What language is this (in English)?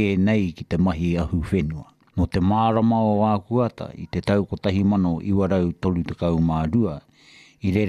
Māori